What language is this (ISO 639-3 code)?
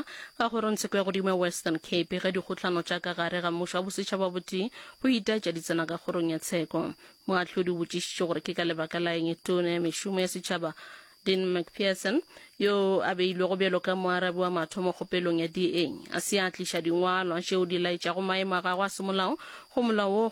nso